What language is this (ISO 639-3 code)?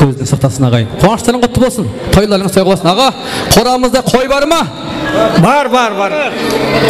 kaa